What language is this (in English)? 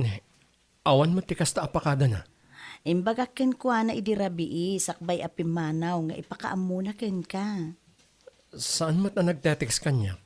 Iloko